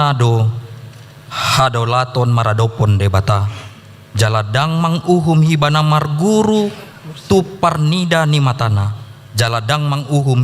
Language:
Batak Toba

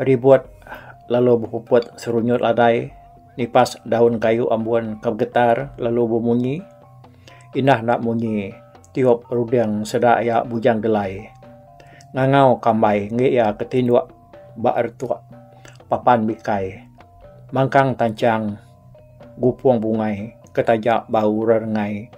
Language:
Iban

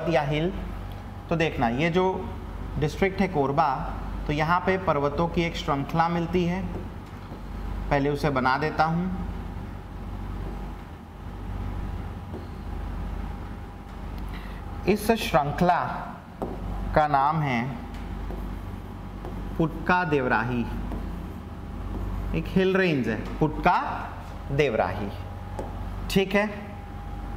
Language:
Hindi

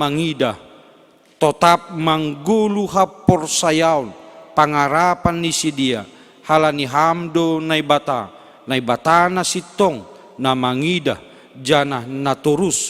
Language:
Batak Simalungun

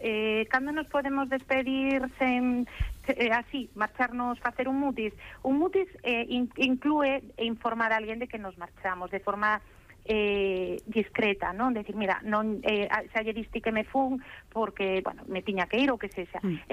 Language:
Galician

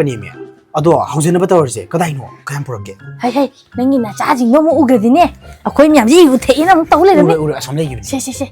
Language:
Manipuri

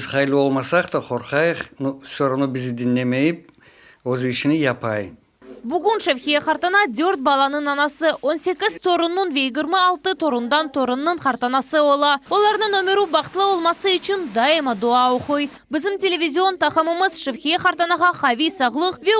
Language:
Crimean Tatar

